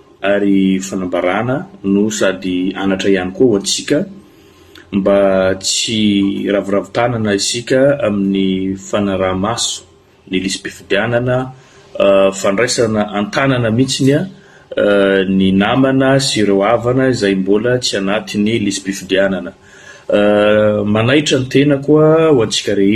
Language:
Malagasy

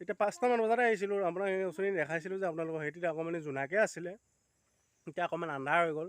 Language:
Assamese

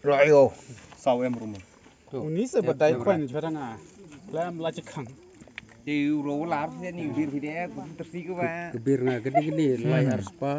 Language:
Khasi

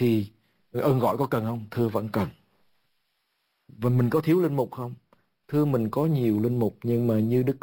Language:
Vietnamese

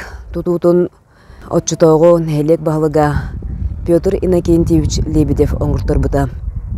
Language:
Yakut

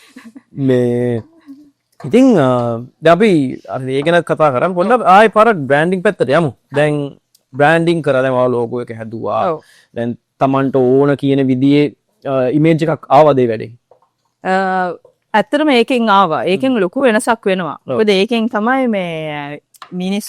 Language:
Sinhala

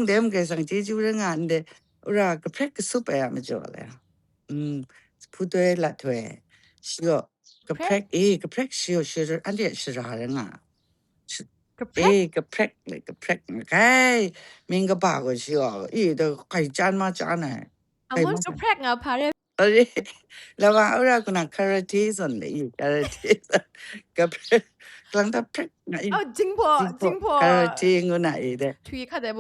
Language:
Kachin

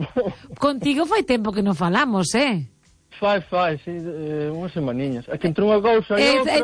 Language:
Galician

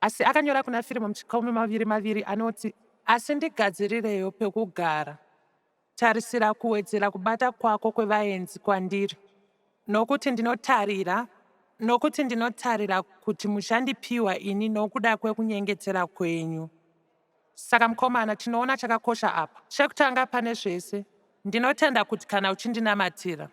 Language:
Shona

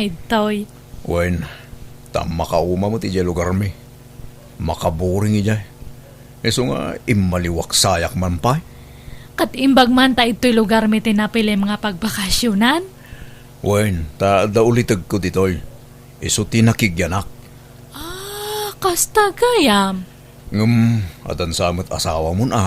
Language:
Iloko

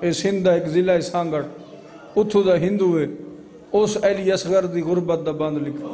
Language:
Saraiki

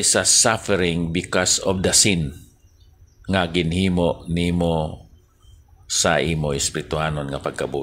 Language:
Hiligaynon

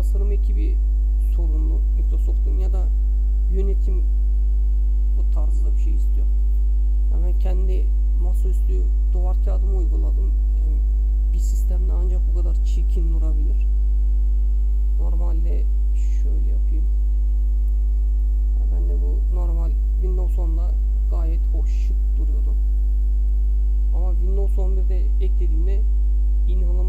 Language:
Turkish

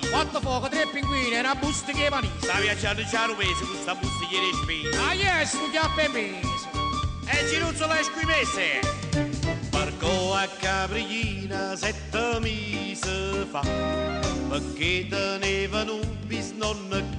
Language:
Neapolitan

